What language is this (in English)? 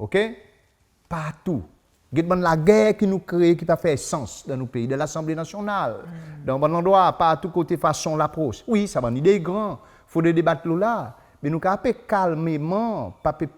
Seselwa Creole French